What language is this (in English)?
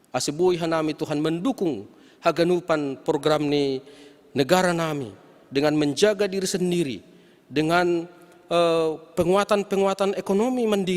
Batak Simalungun